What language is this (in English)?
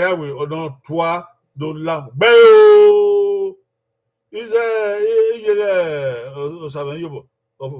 Bini